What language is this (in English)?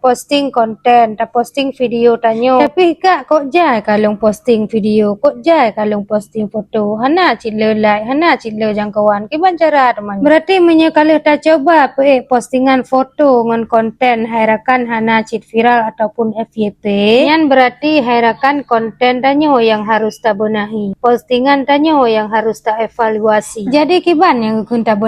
Achinese